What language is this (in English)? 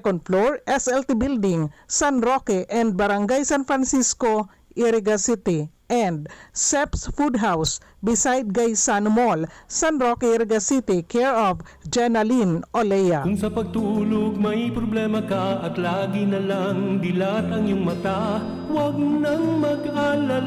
Bikol